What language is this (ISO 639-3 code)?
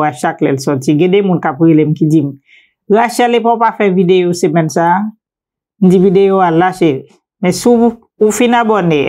hat